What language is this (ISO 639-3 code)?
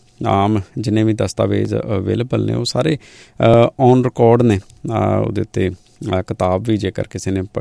pan